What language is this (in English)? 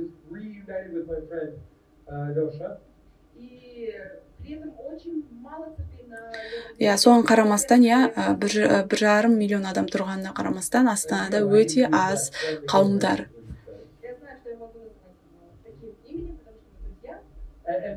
Kazakh